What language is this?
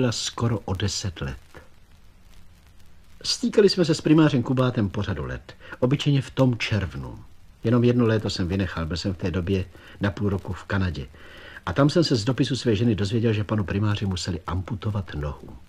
Czech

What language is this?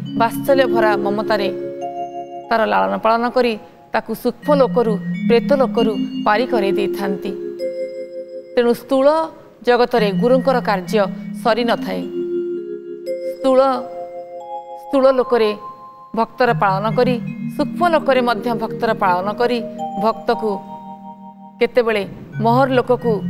Odia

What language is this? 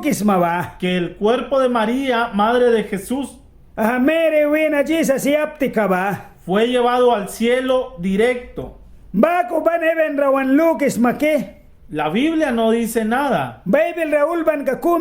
Mískito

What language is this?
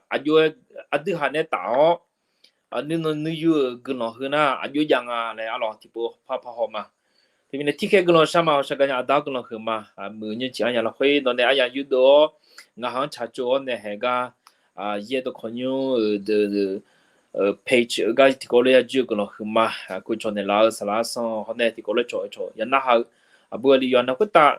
Akha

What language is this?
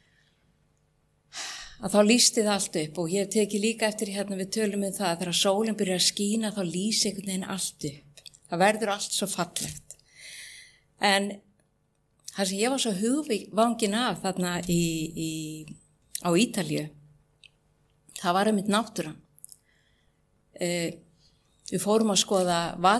Icelandic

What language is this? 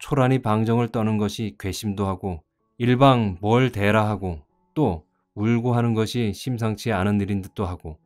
Korean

